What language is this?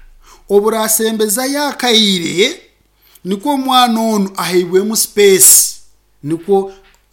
Nyankole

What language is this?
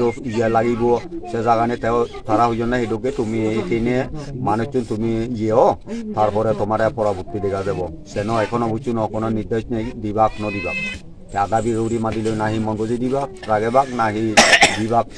Chakma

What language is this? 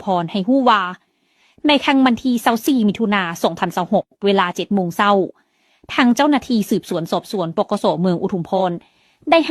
Lao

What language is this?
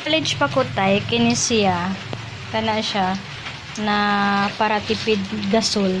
Cebuano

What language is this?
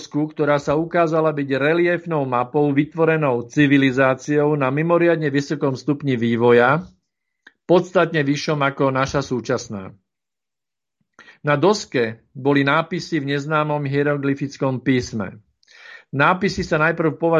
Slovak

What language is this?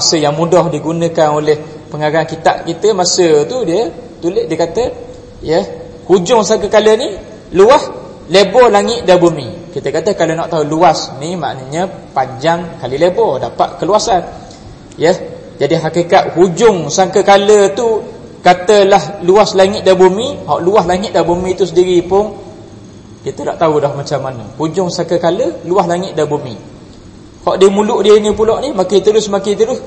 Malay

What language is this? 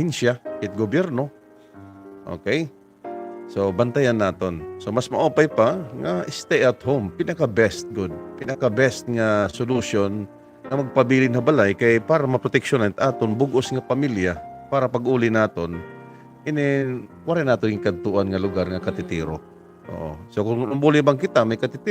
Waray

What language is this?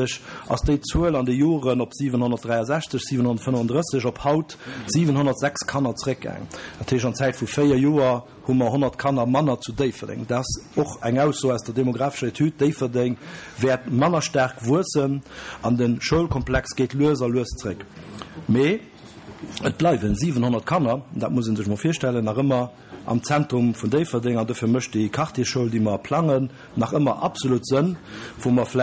Luxembourgish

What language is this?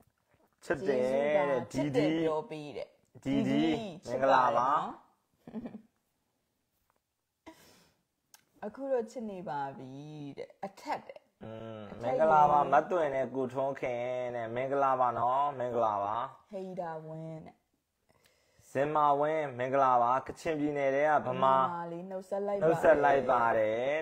Burmese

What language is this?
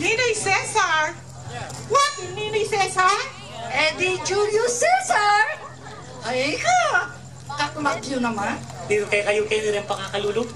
Pampanga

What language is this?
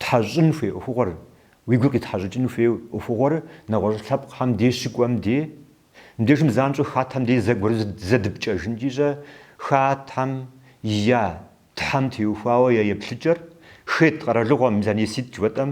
Kabardian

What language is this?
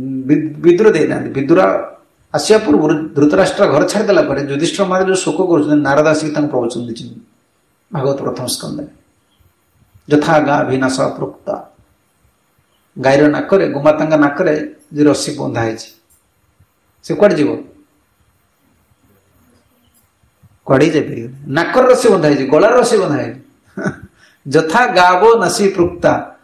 Odia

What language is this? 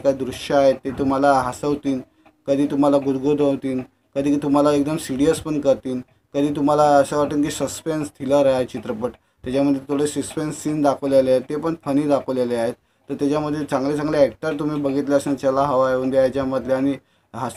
Marathi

